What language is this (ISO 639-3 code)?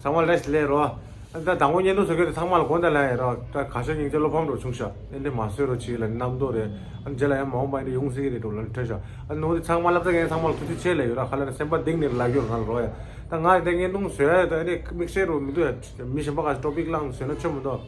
bod